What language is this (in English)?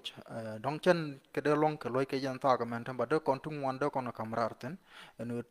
Nuer